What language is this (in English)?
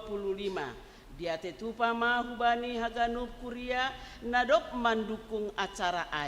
Batak Simalungun